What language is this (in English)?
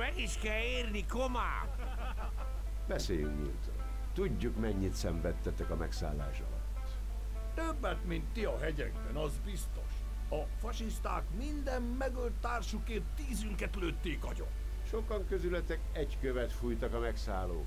Hungarian